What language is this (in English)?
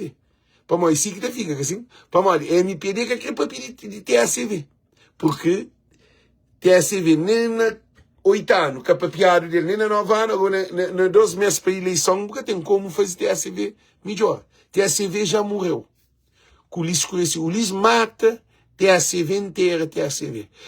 Kabuverdianu